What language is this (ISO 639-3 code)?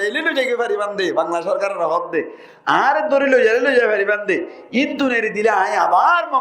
rhg